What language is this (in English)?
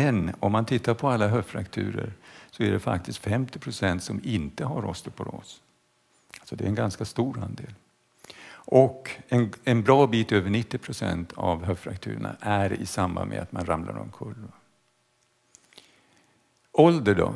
Swedish